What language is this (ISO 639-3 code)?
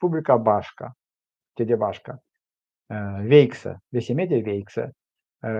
myv